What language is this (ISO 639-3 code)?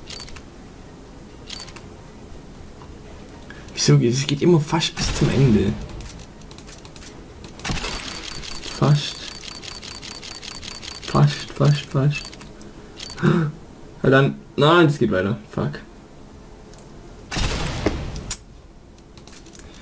deu